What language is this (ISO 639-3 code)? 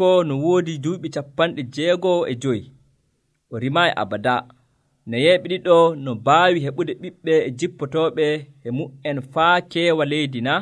fuv